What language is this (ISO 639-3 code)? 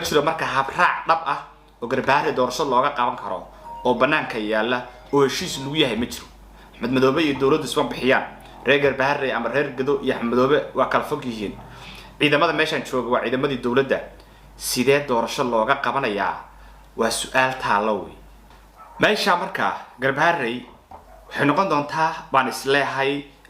som